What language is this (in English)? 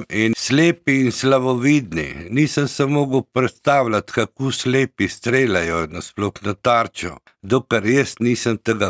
Slovenian